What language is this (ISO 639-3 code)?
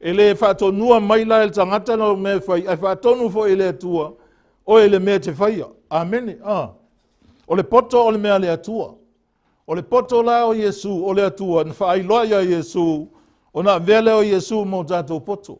smo